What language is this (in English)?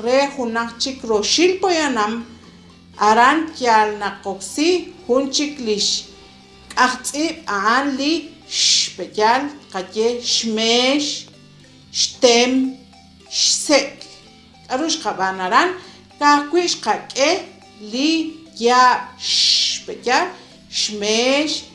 Kekchí